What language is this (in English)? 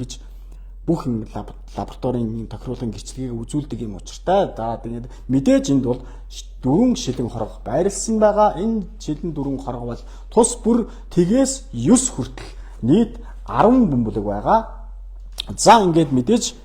Mongolian